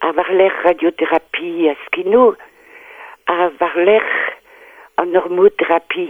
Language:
Breton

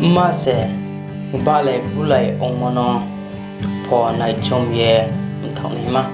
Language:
Riang (India)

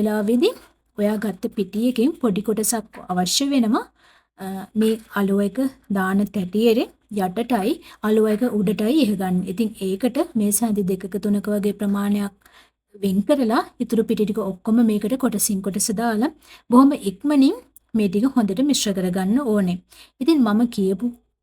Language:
Sinhala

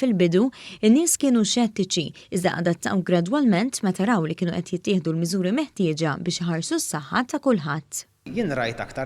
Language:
Maltese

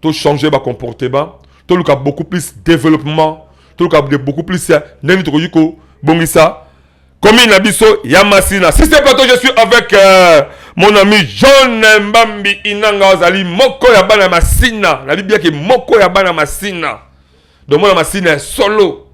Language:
Lingala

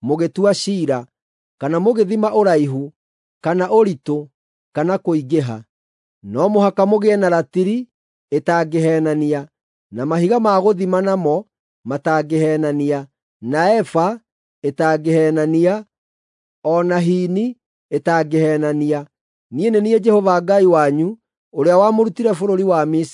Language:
Kikuyu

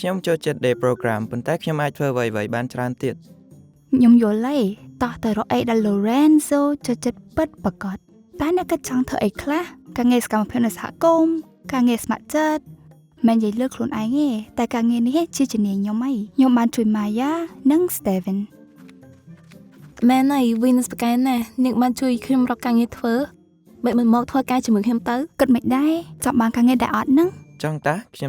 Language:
Khmer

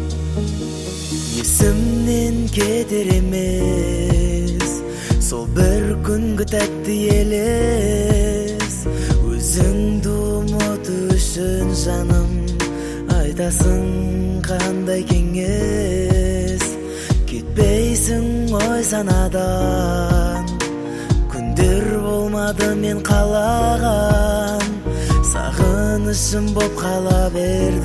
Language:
Kazakh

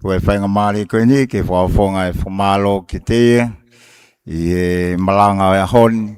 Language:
Tongan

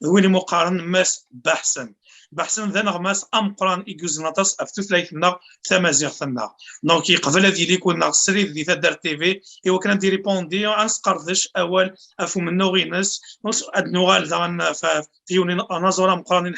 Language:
Kabyle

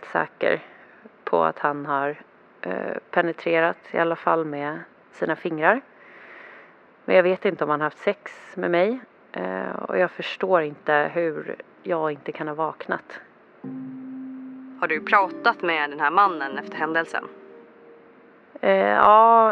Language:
Swedish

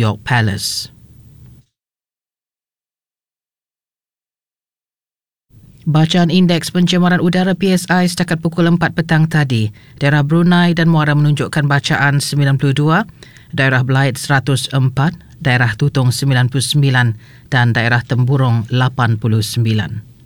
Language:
Malay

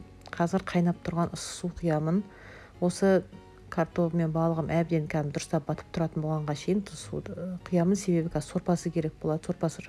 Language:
Kazakh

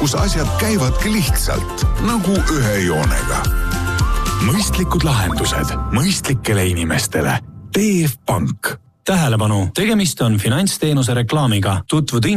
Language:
Estonian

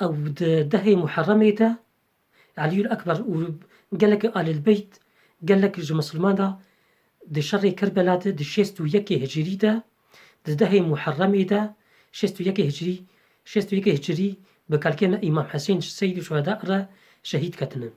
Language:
Kurdish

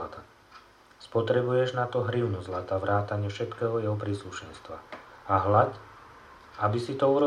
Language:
Slovak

